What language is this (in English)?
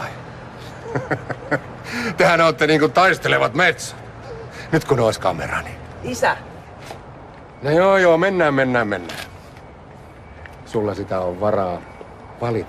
Finnish